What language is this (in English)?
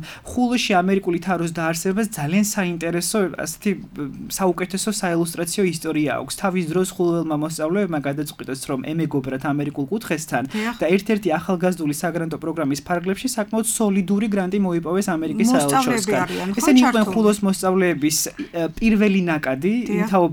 Georgian